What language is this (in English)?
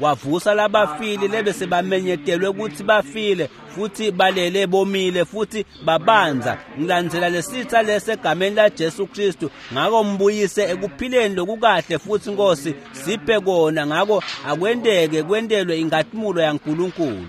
Swati